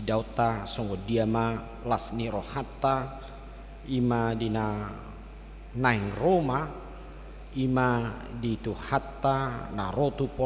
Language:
Batak Toba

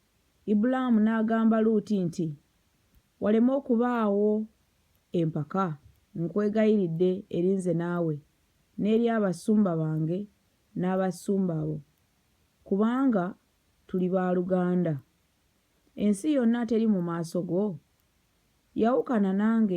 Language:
Ganda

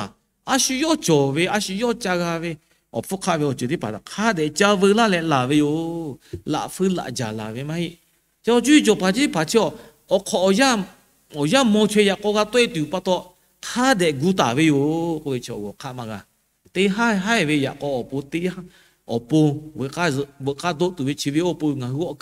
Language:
Lahu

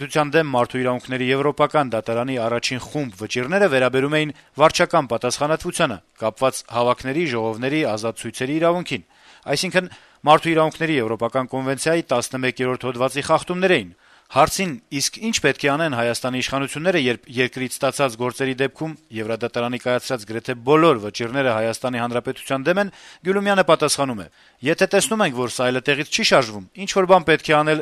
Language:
Armenian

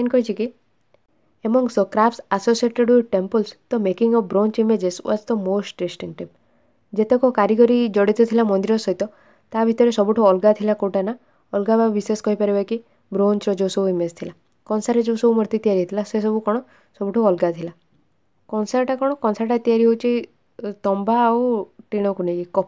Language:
Odia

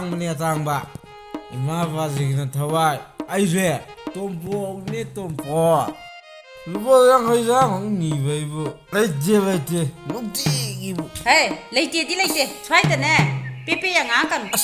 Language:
Manipuri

